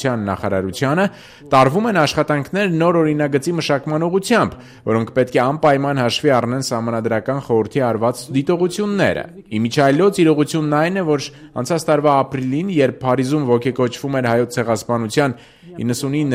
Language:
Armenian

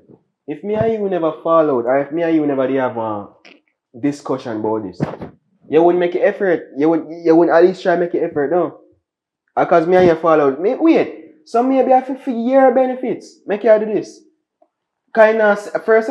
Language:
Jamaican Creole English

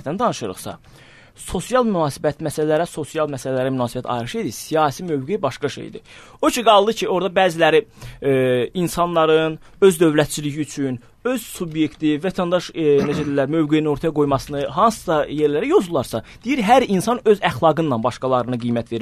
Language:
Azerbaijani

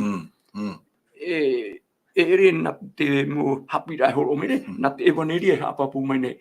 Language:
Tahitian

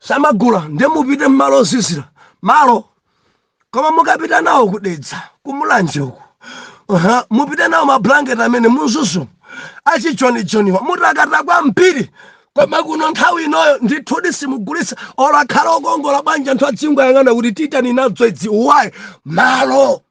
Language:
Nyanja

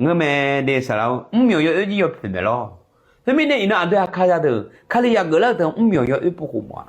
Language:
Akha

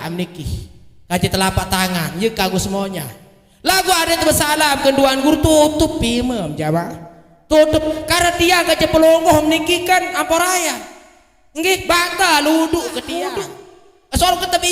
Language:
Sasak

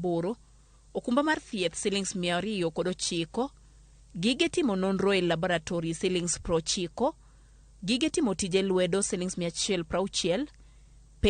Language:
Luo (Kenya and Tanzania)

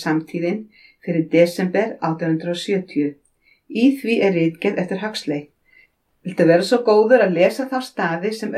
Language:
Icelandic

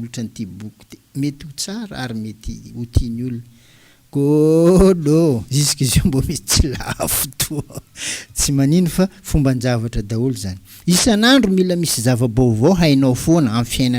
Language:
Malagasy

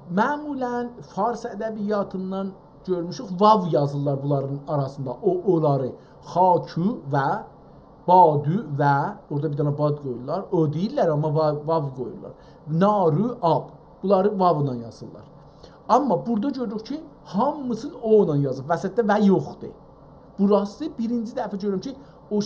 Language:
South Azerbaijani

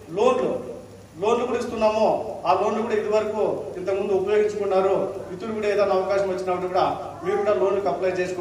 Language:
Telugu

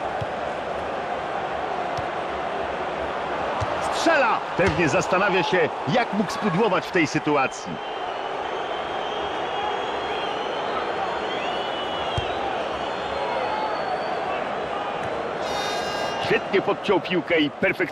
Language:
Polish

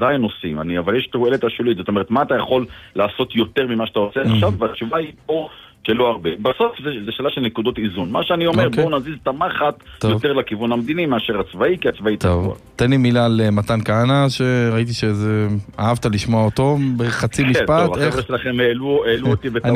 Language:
Hebrew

